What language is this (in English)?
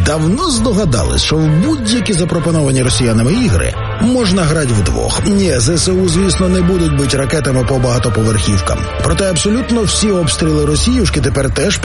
Ukrainian